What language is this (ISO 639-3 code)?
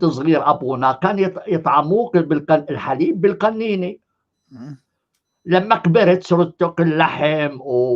apc